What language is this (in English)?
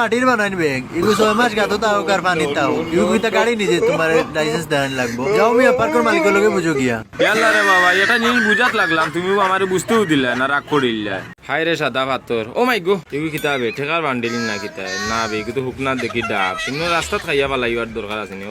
Sylheti